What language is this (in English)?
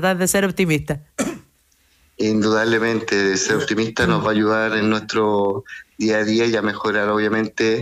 Spanish